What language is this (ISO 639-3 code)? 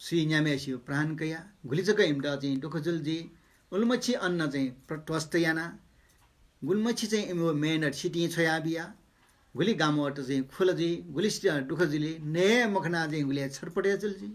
new